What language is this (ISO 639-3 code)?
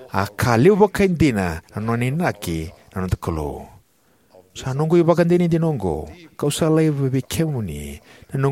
fij